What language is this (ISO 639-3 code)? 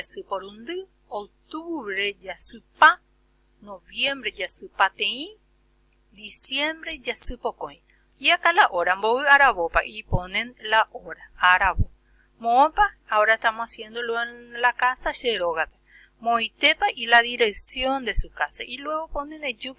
grn